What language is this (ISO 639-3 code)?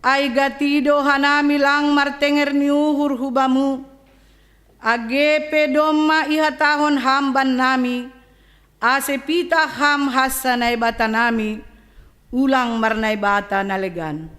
bts